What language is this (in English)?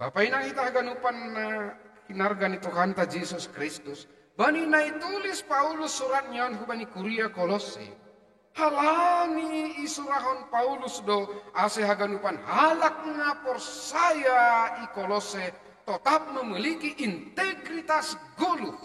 Batak Simalungun